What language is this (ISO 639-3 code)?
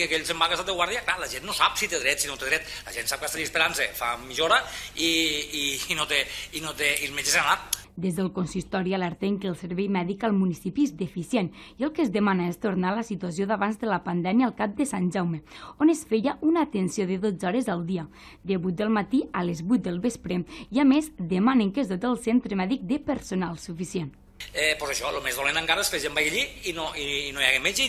cat